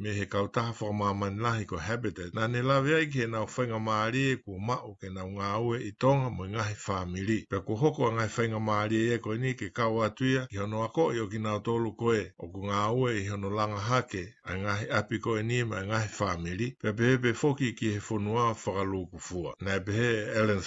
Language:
Tongan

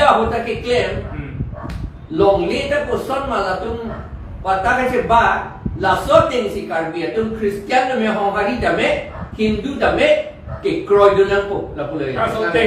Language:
Karbi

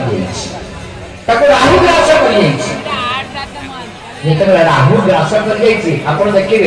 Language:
Odia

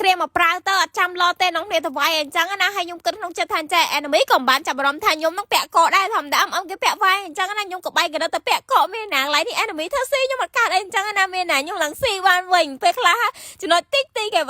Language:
Khmer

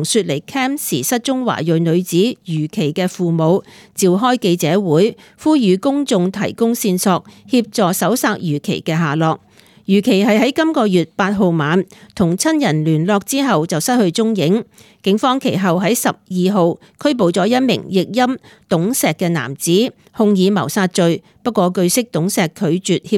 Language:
Cantonese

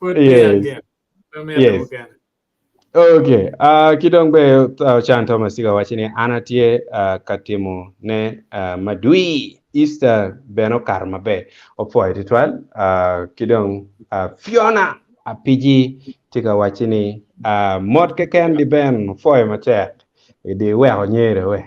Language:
Acoli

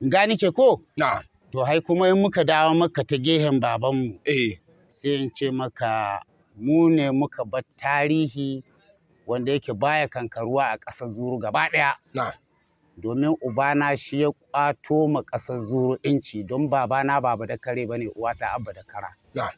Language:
Hausa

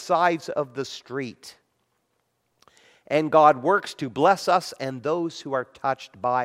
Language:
English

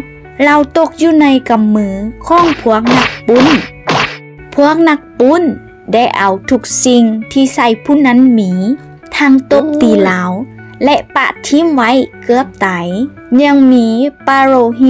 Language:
Lao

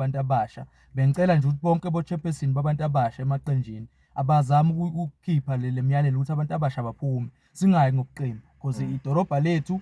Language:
Zulu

